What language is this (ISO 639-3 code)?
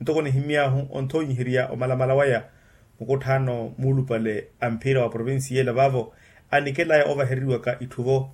vmw